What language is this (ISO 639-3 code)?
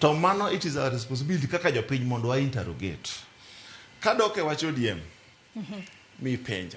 luo